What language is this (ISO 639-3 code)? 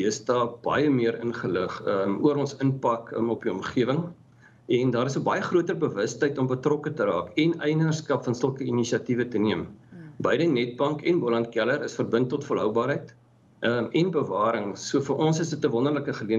afr